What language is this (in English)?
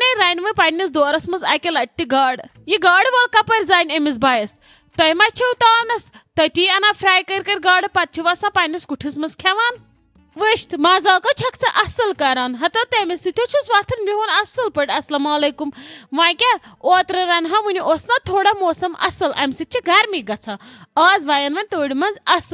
Kashmiri